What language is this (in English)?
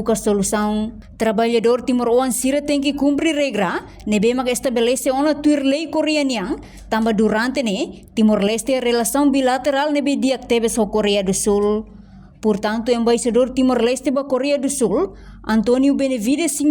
Tetum